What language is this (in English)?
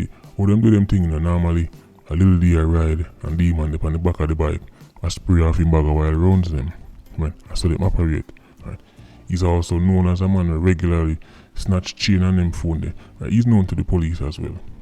Jamaican Creole English